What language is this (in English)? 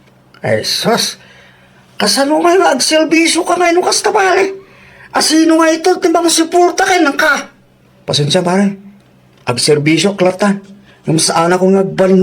Iloko